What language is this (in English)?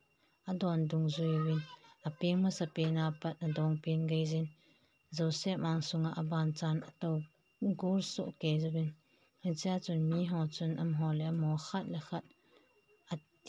Thado Chin